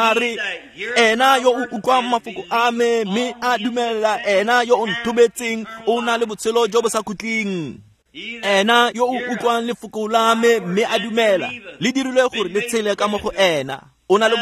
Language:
Tswana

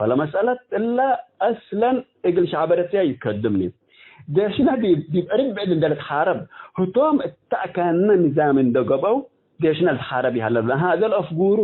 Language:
Tigre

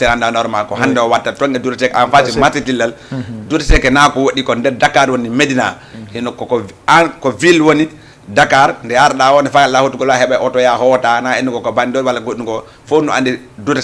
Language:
Fula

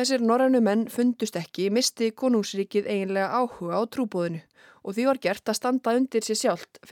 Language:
Icelandic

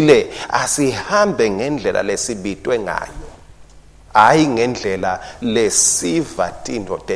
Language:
Swati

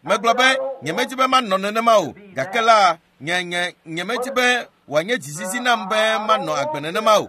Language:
Ewe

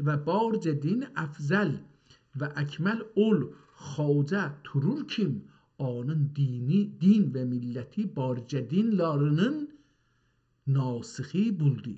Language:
South Azerbaijani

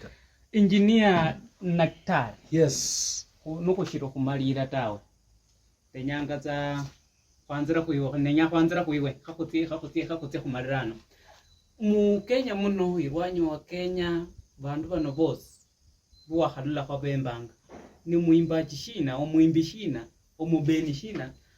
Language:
Luyia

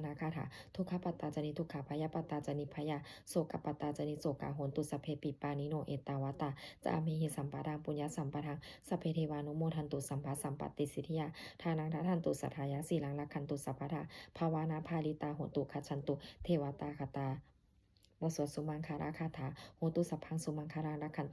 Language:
Pali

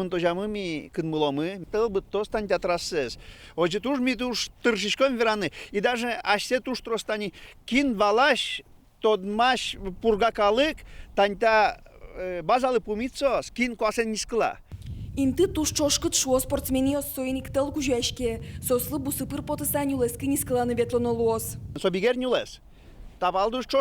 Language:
Udmurt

